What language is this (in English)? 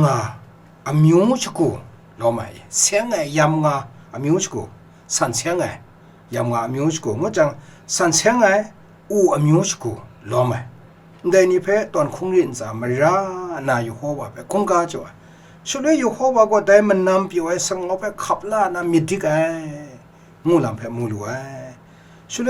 Kachin